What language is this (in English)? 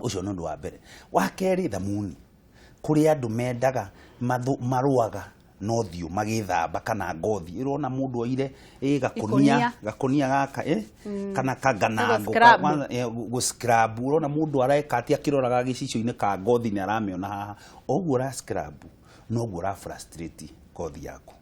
Kikuyu